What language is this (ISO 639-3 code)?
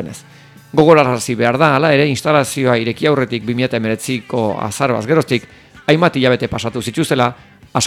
eus